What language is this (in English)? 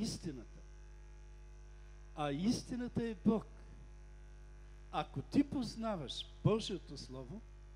Bulgarian